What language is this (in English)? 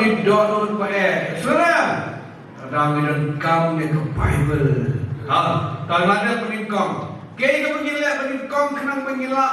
Khasi